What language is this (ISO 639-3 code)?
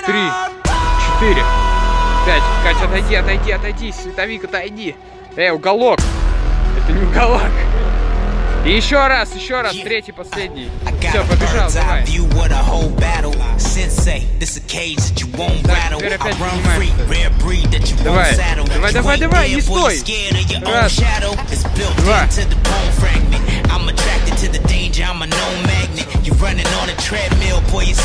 rus